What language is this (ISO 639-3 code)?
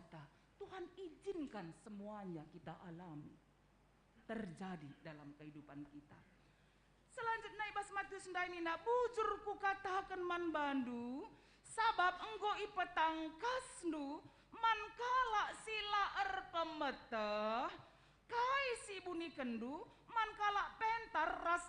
btx